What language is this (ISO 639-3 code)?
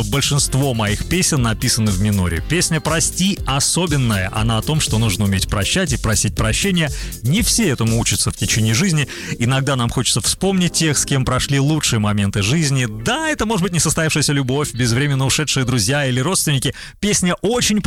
rus